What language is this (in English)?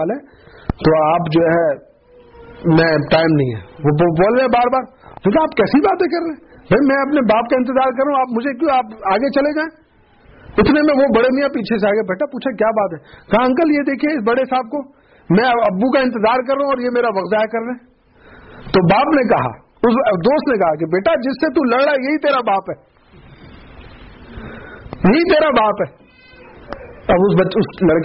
Urdu